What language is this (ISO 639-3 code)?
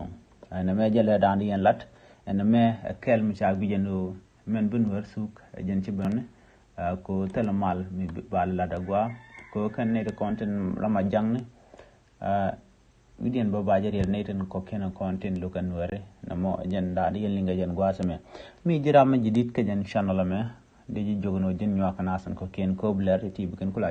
nus